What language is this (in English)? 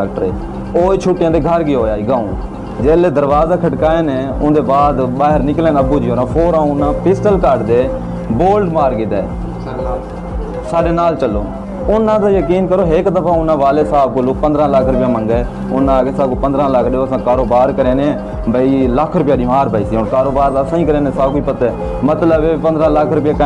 Saraiki